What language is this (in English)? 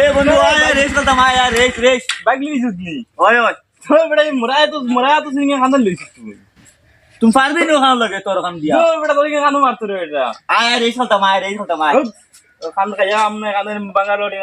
Sylheti